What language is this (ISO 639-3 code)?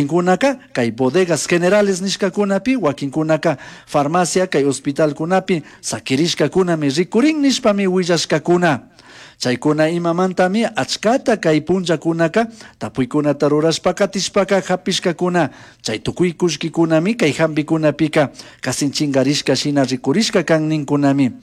qug